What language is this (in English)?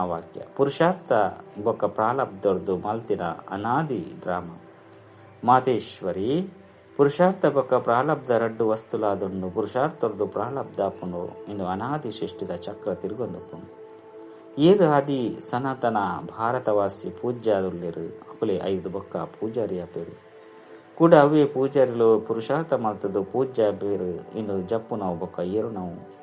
Tulu